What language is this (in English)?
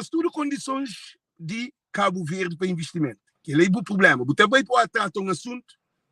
Kabuverdianu